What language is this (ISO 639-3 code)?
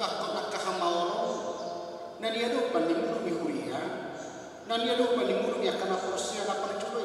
bbc